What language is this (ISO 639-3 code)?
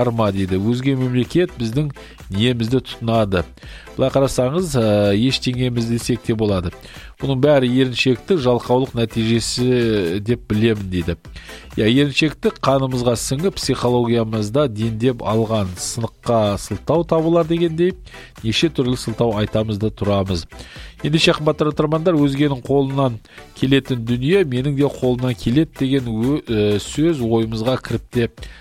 kaz